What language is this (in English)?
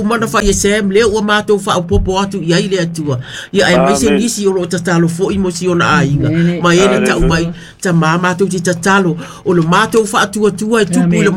Samoan